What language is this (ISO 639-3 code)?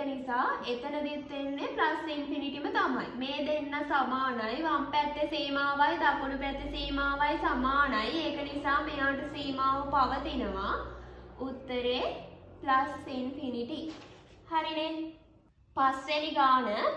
sin